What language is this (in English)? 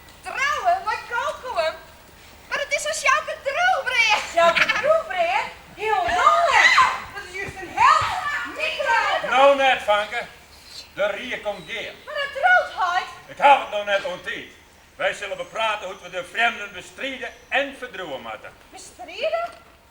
Western Frisian